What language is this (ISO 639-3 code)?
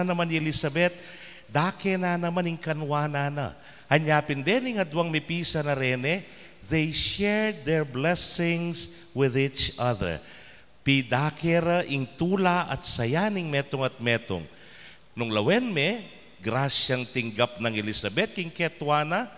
pam